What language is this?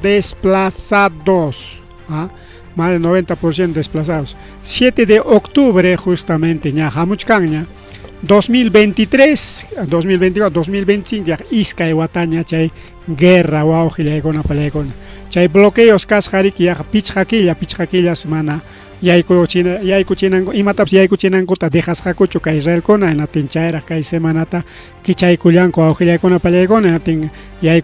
Ayacucho Quechua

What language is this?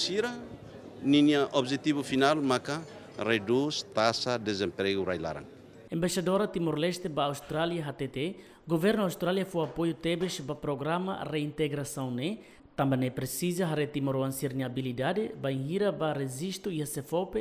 Tetum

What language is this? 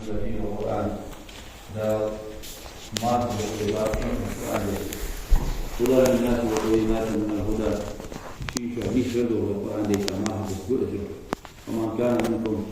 Ingush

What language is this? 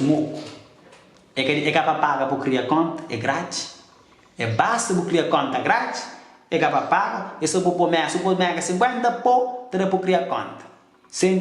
Kabuverdianu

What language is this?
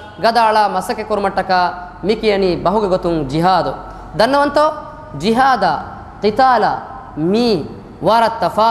Divehi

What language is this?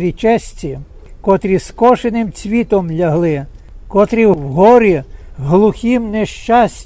Ukrainian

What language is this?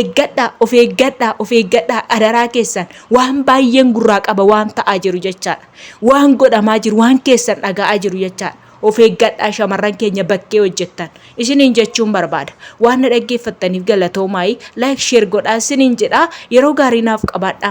Oromo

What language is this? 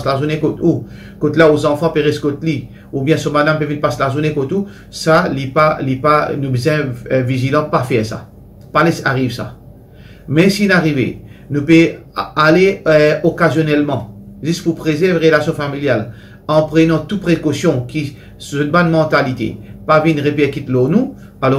Morisyen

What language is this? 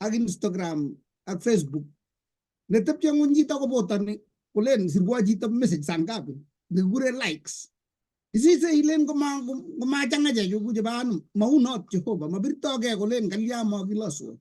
Kalenjin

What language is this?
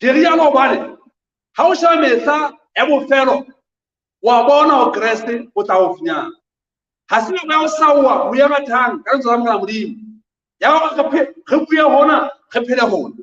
Southern Sotho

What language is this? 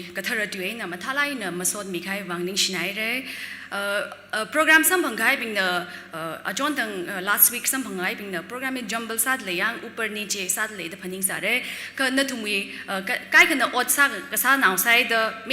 Tangkhul Naga (India)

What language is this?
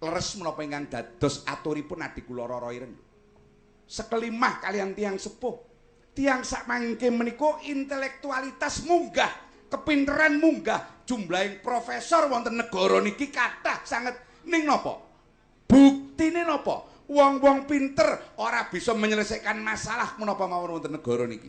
Javanese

